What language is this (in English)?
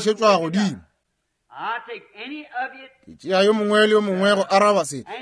Northern Sotho